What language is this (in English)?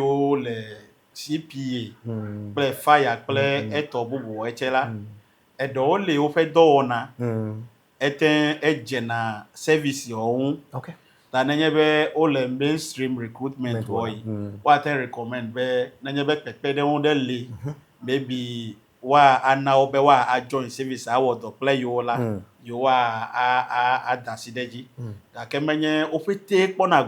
Ewe